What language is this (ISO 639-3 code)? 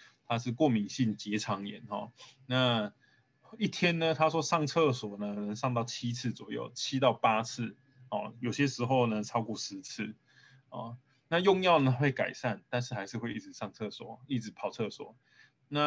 zho